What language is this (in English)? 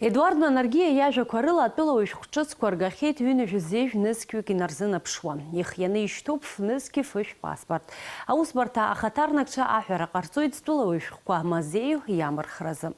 Abkhazian